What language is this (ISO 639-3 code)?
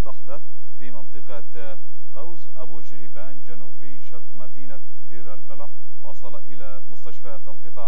ara